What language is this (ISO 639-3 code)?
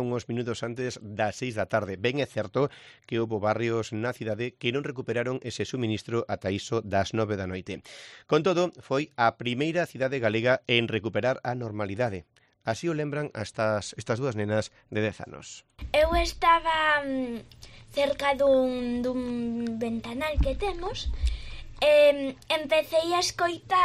glg